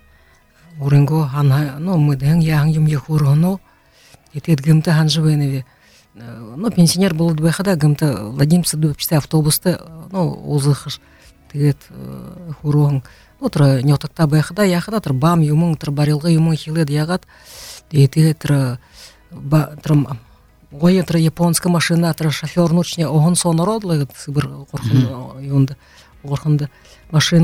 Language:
Buriat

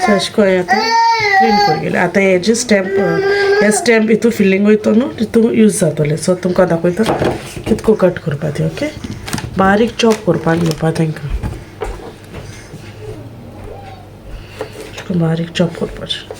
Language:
Konkani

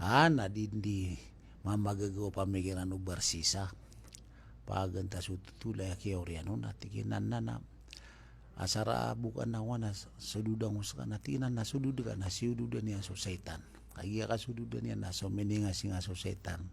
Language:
Maranao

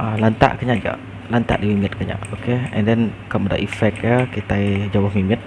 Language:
Iban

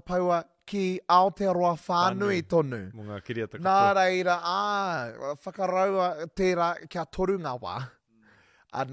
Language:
Māori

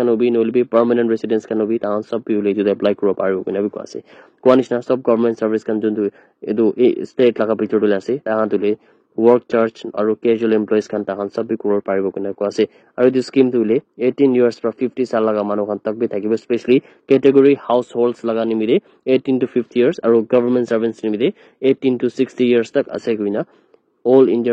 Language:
Naga Pidgin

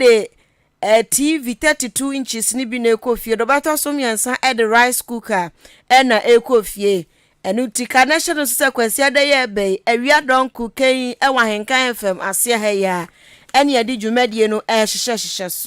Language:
Akan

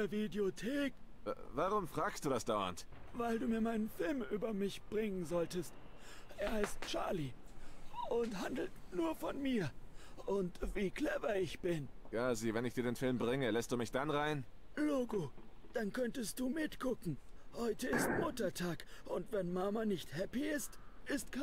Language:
Swiss German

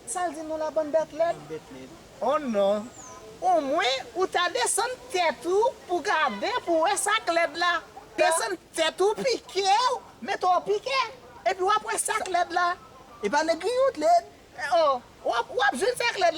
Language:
Haitian Creole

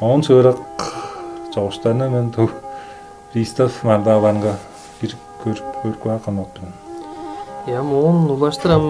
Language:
Tuvinian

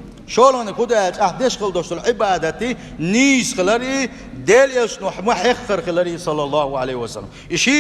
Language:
Chechen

